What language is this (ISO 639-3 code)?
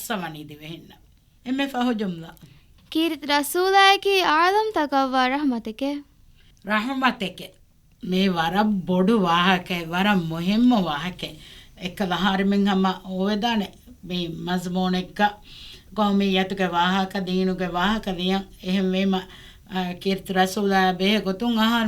div